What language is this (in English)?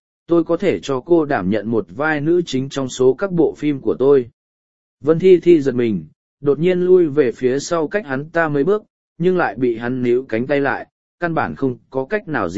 Vietnamese